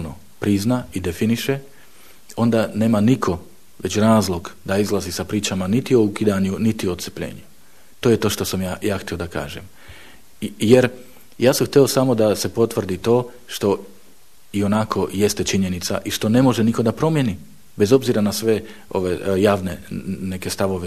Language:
Bosnian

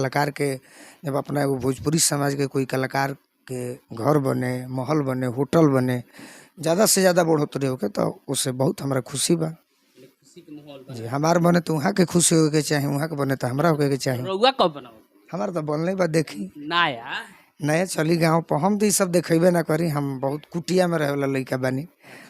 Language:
Bhojpuri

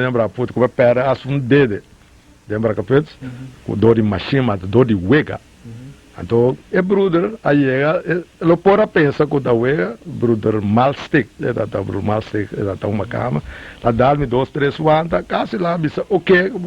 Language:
Papiamento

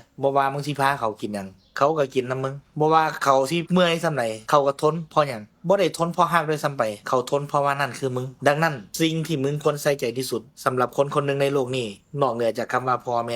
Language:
Northeastern Thai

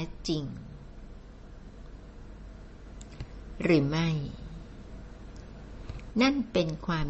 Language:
Thai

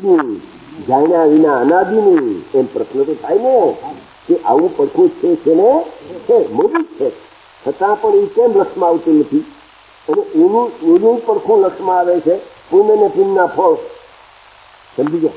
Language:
Gujarati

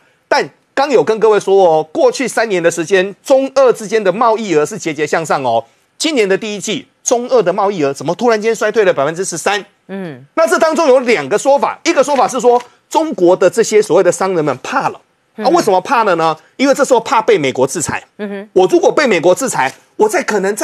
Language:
Chinese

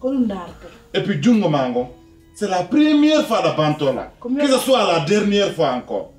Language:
Pular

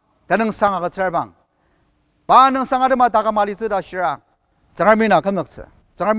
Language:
Ao Naga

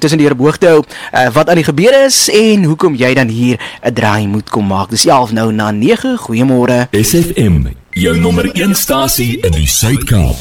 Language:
Afrikaans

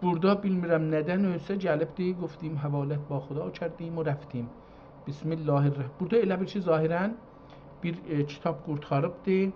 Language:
South Azerbaijani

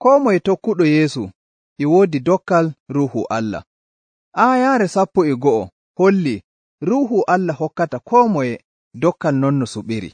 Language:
Nigerian Fulfulde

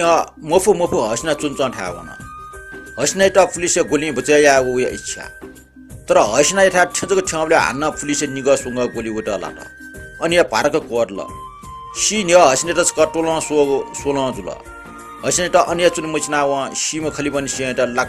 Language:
Newari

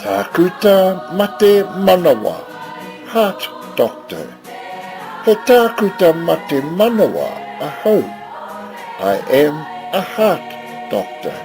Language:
Māori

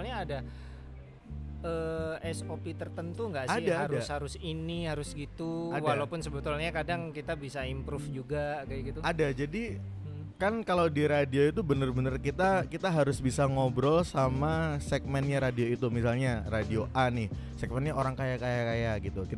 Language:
Indonesian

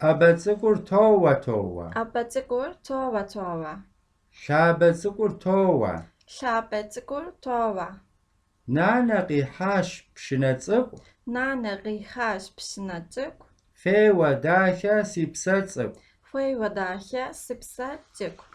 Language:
Kabardian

